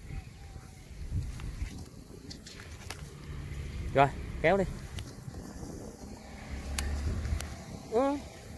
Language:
Vietnamese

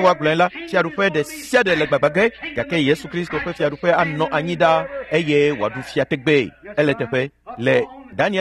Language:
Ewe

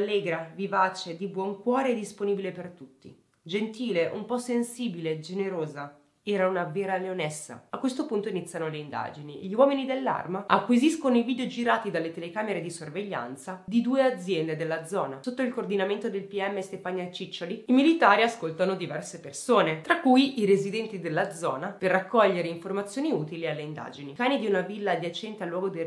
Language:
Italian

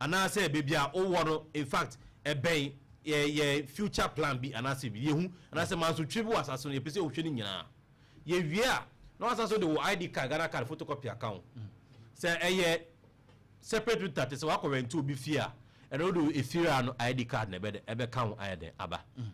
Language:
Akan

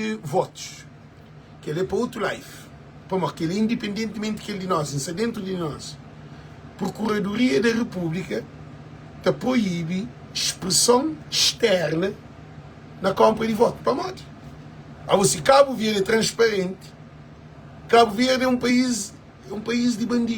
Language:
Kabuverdianu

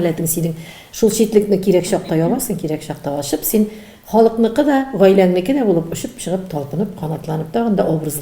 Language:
Tatar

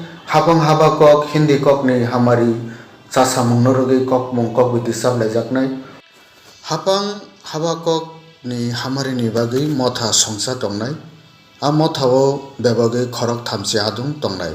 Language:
Kok Borok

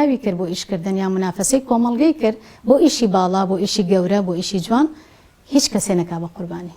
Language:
Central Kurdish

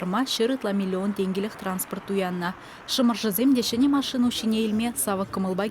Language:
Chuvash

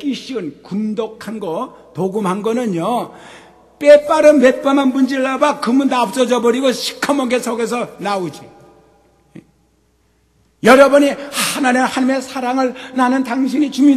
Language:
Korean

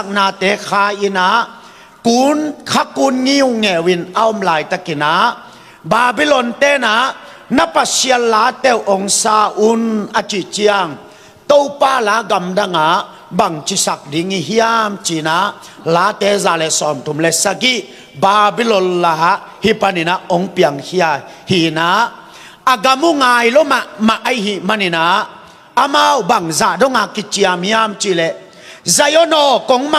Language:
Tedim Chin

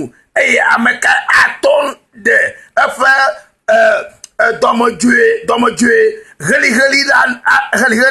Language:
Ewe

